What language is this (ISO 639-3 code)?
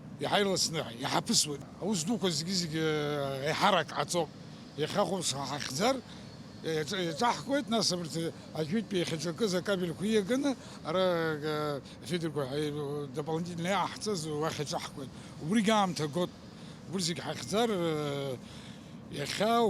abk